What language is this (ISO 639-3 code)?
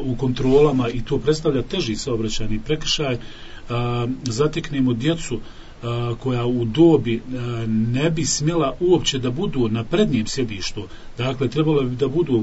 bos